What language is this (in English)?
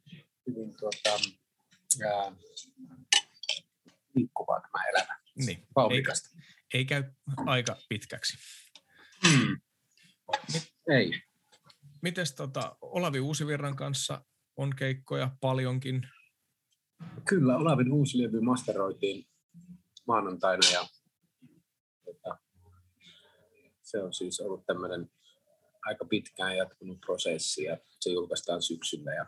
Finnish